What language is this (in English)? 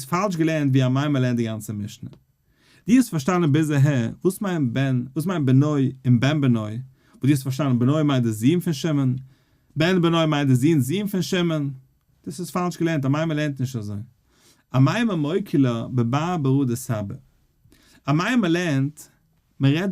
Yiddish